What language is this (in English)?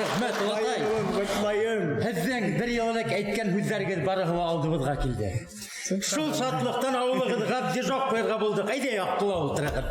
Bashkir